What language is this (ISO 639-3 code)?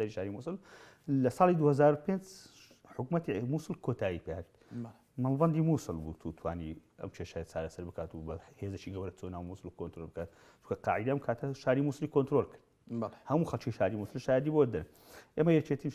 ckb